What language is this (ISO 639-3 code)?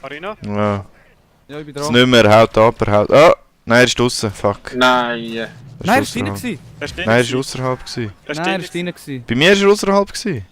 gsw